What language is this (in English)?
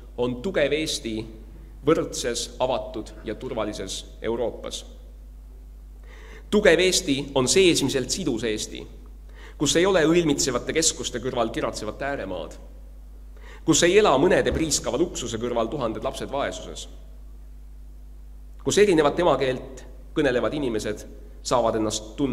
Estonian